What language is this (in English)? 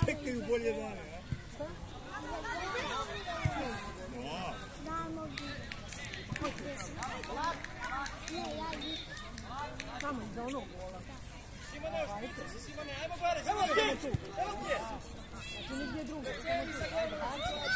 Croatian